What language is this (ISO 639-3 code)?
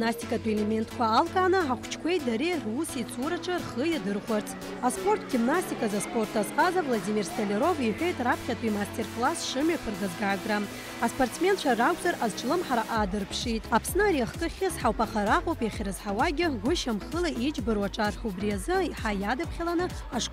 abk